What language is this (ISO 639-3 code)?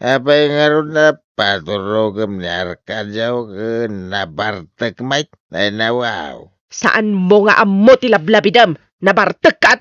ilo